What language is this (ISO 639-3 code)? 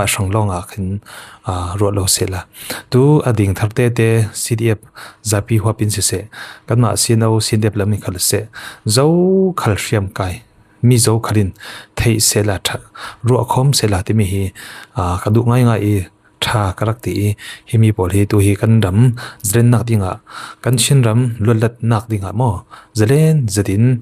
cfm